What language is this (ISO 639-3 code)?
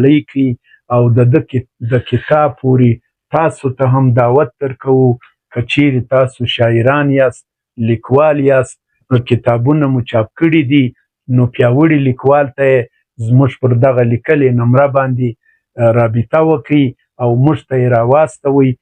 pus